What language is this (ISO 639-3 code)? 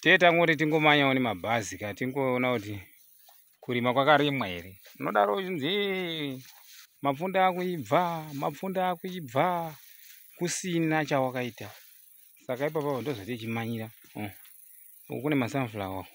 sna